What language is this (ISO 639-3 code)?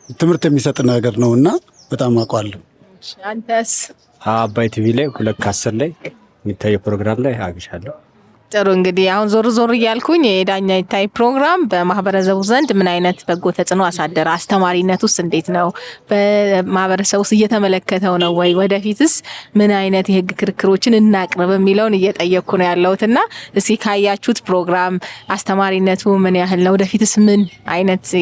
amh